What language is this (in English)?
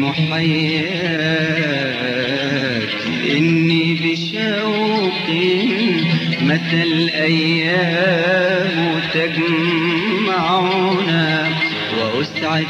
Arabic